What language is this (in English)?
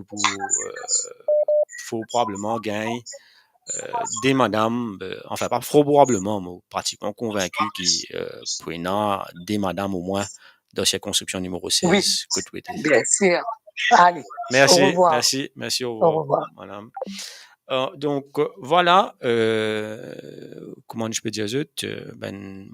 Morisyen